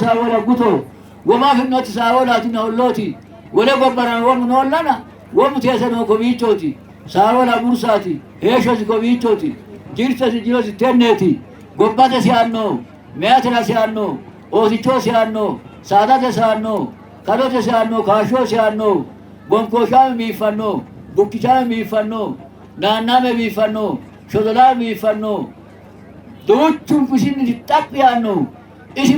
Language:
Sidamo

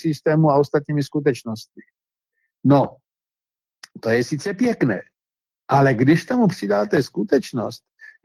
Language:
Czech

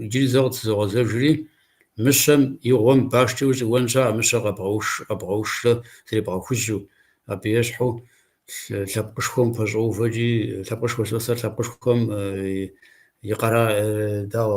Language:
Kabardian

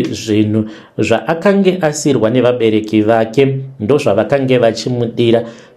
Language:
Shona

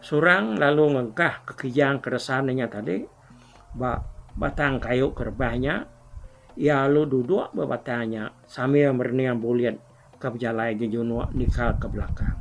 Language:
Iban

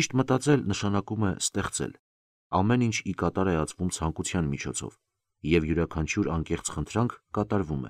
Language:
Armenian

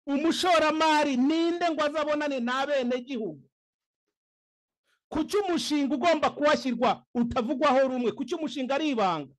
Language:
Kinyarwanda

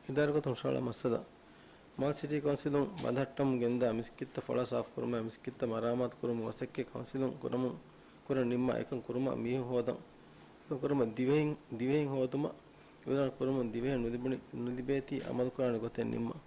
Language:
Divehi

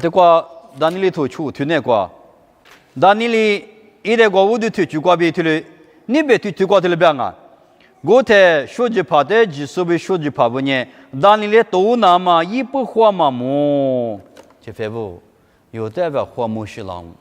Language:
Lisu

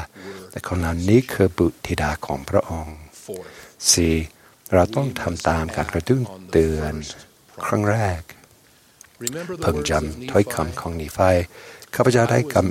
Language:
Thai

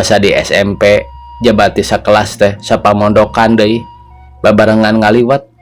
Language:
Sundanese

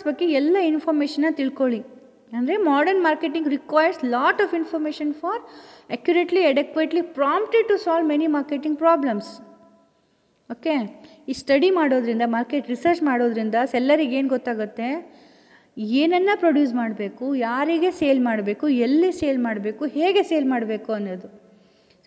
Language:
Kannada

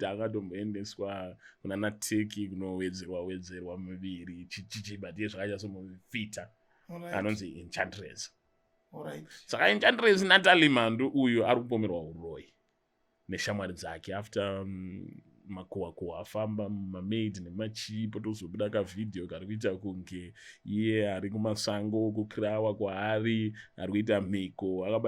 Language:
Shona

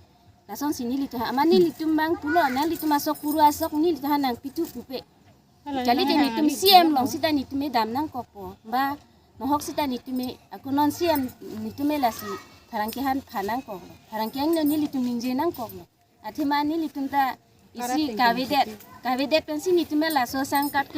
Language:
Karbi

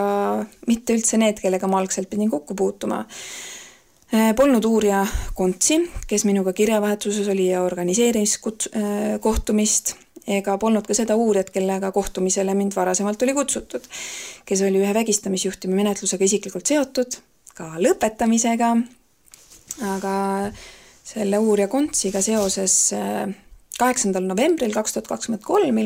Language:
Estonian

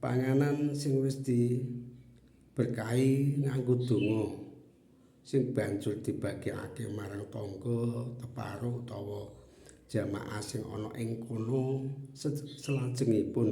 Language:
Javanese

